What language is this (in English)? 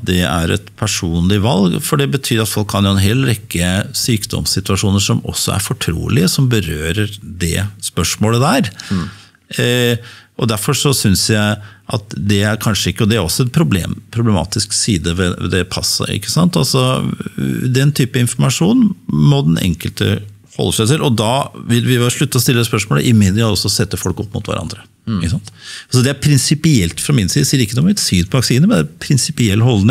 Norwegian